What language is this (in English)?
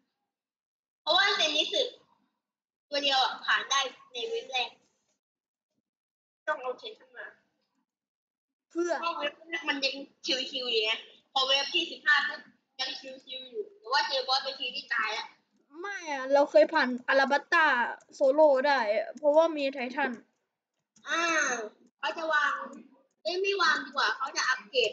Thai